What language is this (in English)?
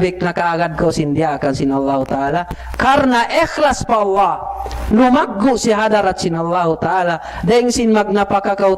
Tausug